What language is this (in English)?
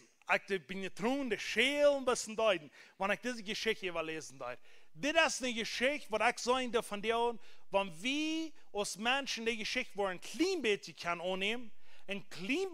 Plautdietsch